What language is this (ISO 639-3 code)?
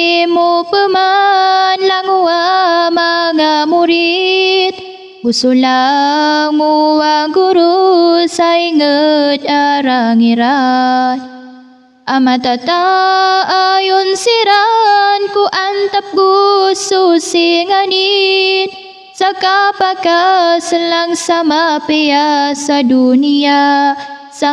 mrw